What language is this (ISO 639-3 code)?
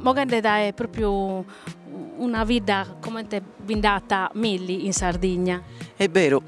srd